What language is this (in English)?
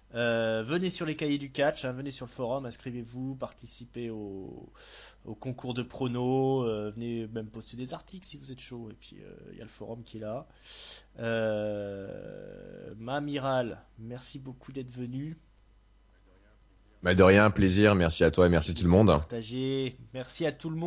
French